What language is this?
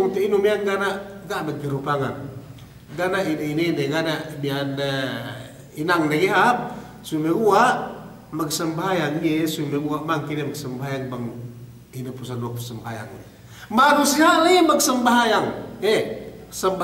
Yakan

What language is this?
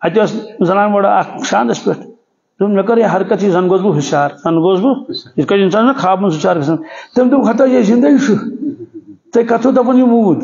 Kashmiri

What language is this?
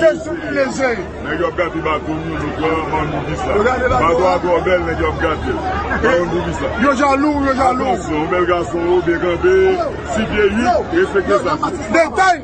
Haitian Creole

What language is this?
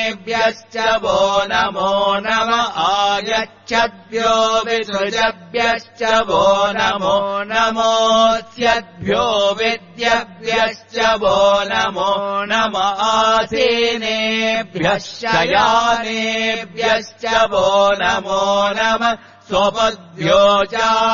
Sanskrit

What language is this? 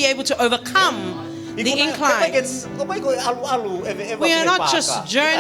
Tongan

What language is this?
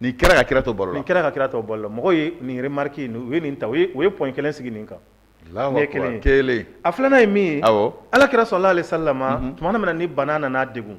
Bambara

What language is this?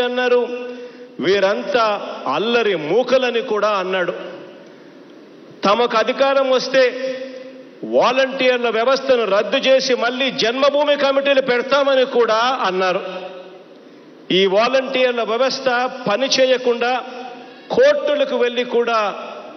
Telugu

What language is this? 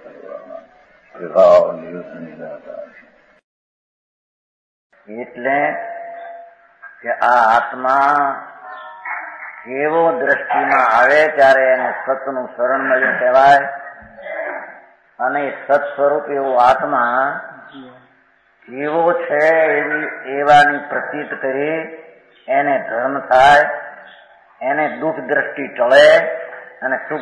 Gujarati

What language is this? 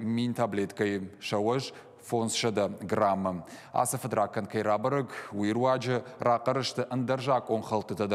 Ossetic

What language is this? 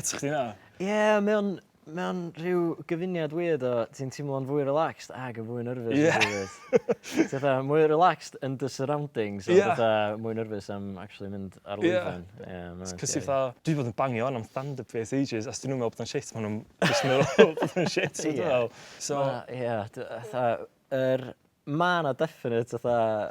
Welsh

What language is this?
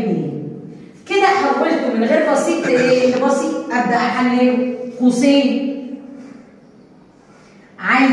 Egyptian Arabic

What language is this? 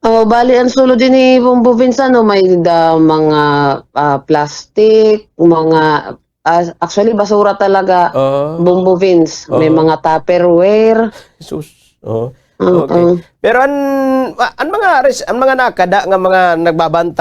Waray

